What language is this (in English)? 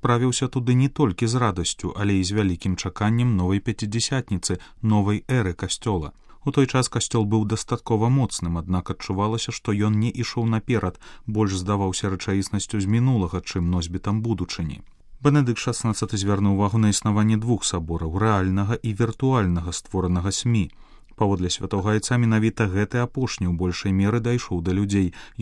Belarusian